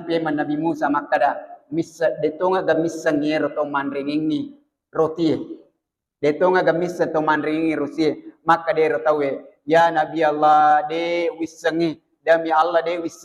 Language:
Buginese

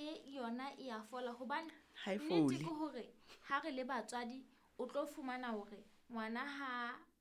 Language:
Southern Sotho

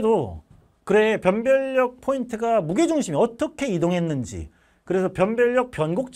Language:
Korean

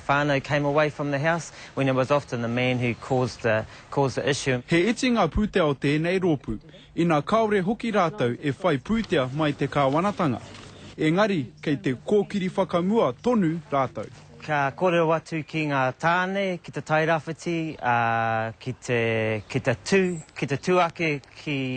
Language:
Māori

